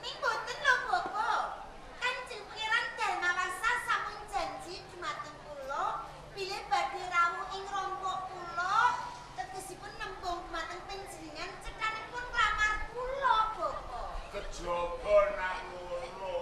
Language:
Javanese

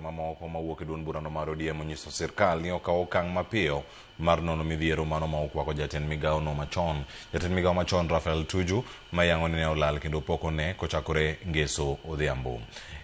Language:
Luo (Kenya and Tanzania)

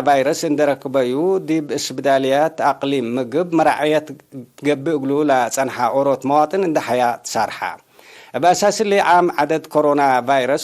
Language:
Tigre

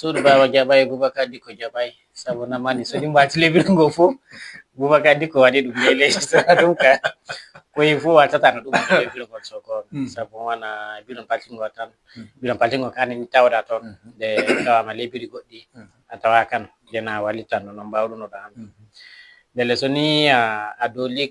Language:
Fula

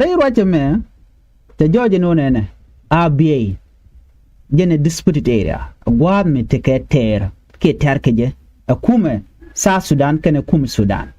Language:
Nuer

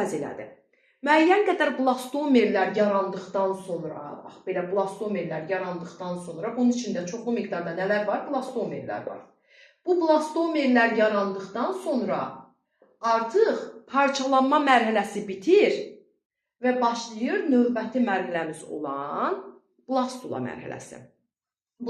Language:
Azerbaijani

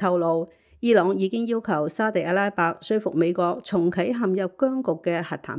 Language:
Cantonese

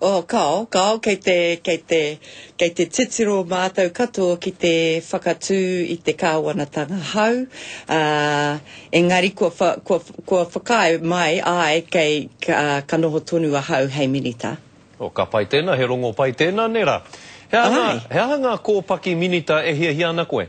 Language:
Māori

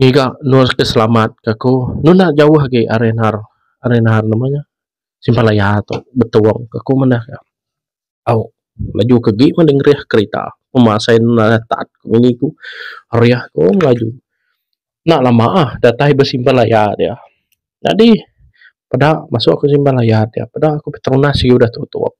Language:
Iban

